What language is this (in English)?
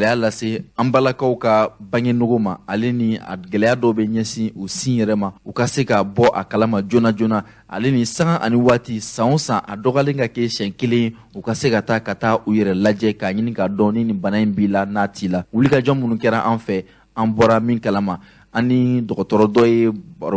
Bambara